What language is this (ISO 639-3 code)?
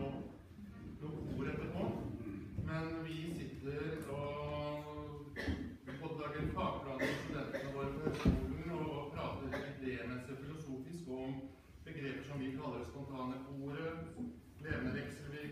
nor